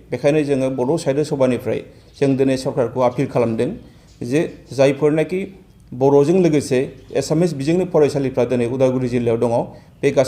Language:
Bodo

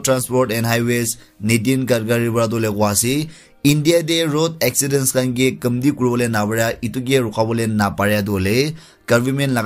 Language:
Naga Pidgin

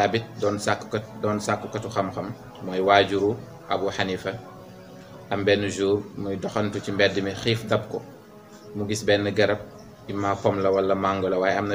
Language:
Wolof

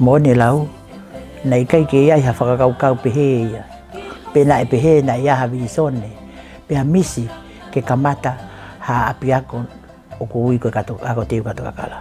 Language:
Tongan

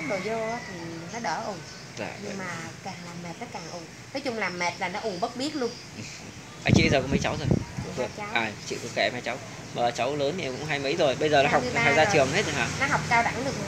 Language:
Vietnamese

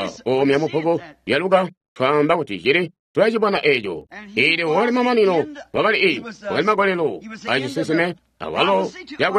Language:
Tonga (Zambia)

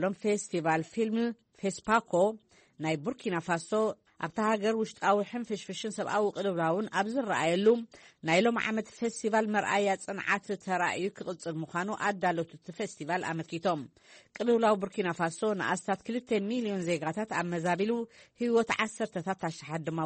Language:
Tigrinya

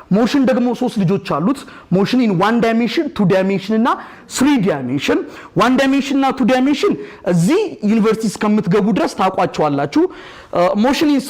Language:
Amharic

